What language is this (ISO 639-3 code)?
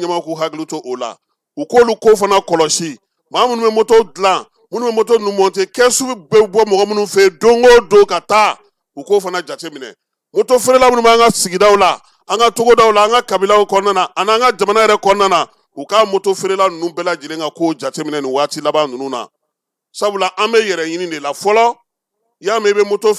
bam